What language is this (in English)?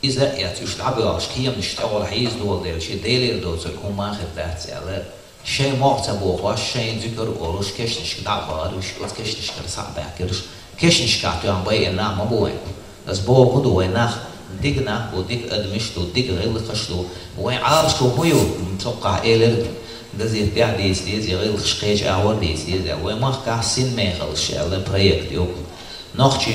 Chechen